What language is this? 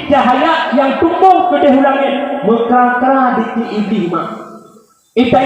Achinese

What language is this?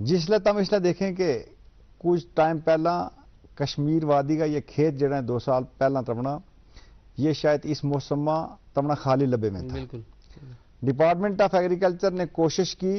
Gujari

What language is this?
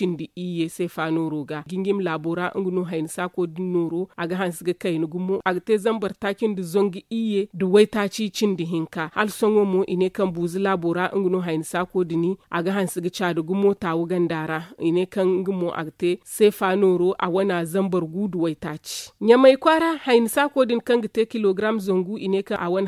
Zarma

